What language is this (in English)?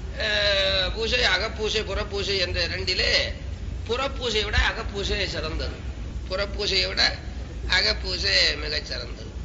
Tamil